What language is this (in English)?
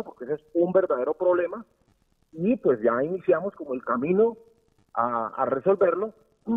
Spanish